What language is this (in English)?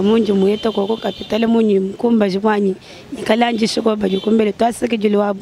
Luba-Lulua